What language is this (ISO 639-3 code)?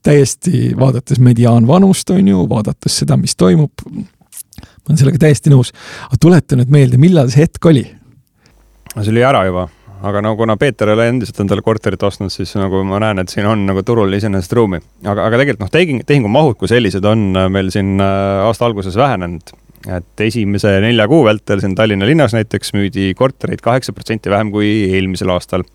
est